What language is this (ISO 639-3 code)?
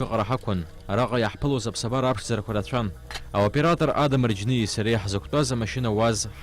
abk